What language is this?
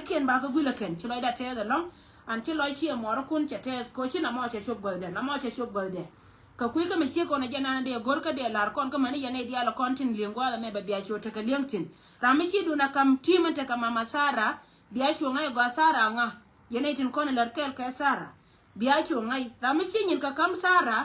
Nuer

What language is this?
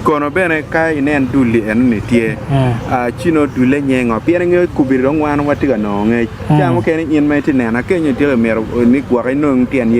Acoli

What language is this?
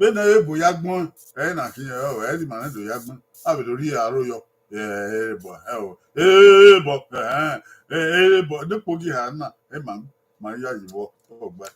Bini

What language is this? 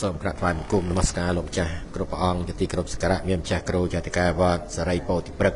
Khmer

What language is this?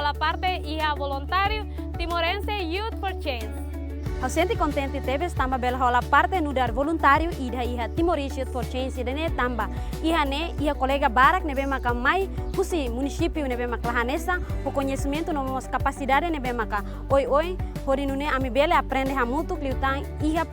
Tetum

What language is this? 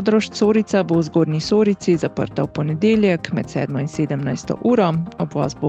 Slovenian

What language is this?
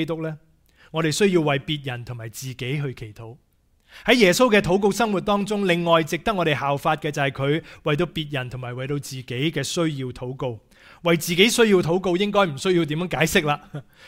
Cantonese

